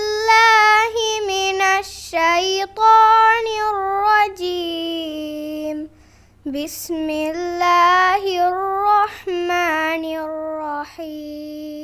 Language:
Divehi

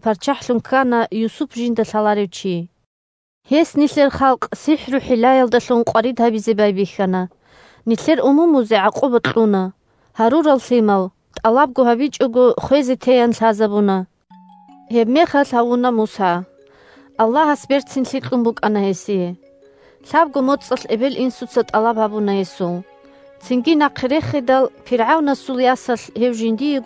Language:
Avaric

